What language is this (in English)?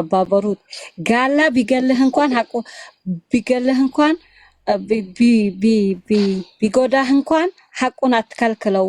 Oromo